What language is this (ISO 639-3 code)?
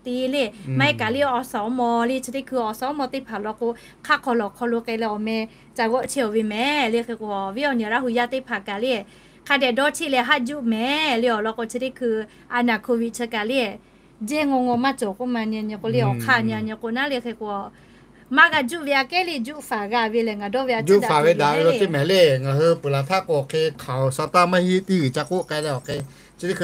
lhu